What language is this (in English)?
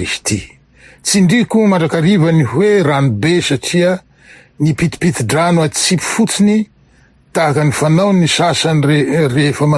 Malagasy